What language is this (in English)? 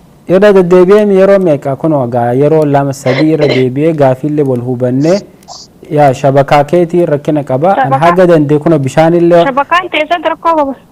Oromo